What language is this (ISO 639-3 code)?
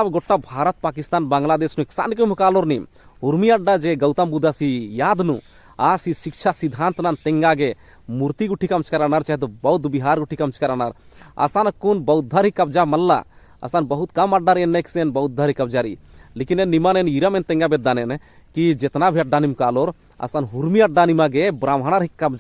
kru